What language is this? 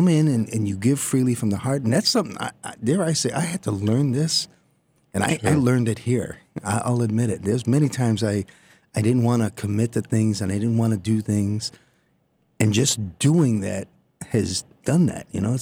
English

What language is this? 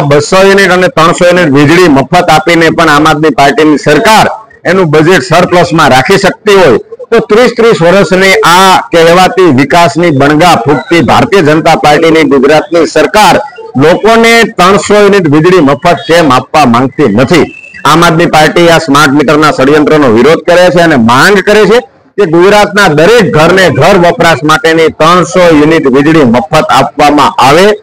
Gujarati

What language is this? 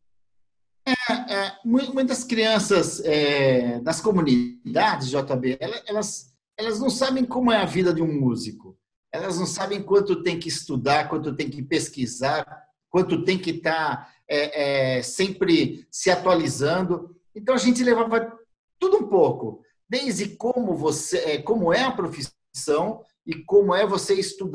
Portuguese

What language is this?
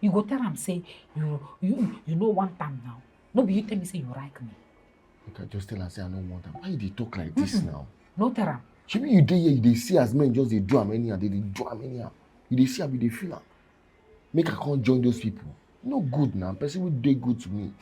Nigerian Pidgin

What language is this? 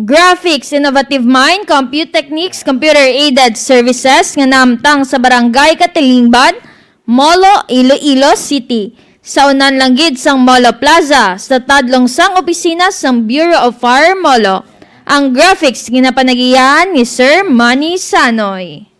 Hiligaynon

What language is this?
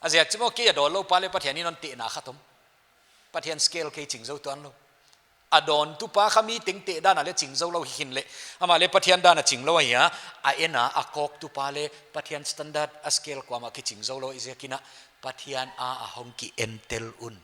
Paite Chin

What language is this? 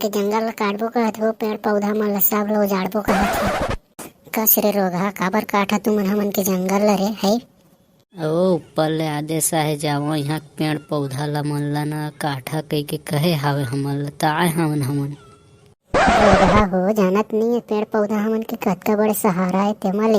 Chhattisgarhi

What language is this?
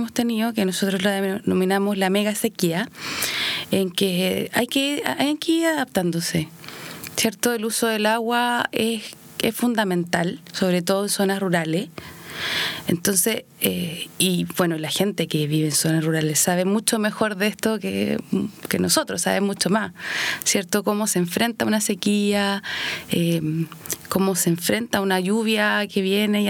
Spanish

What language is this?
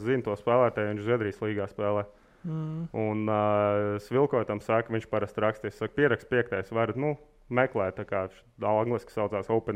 Latvian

